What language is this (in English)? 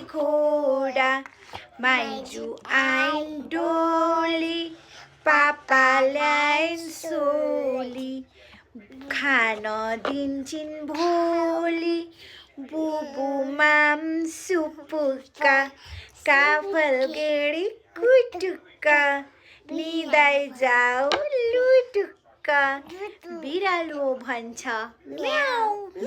Nepali